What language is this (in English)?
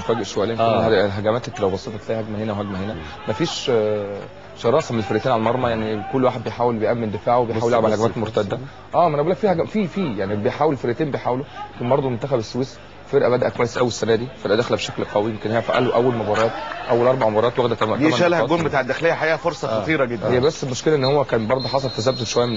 Egyptian Arabic